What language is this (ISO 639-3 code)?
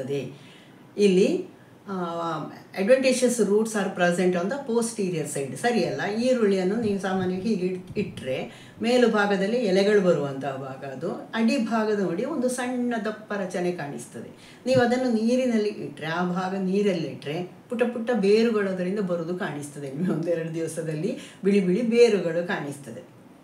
kan